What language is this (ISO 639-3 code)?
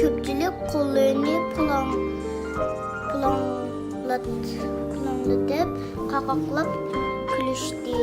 uig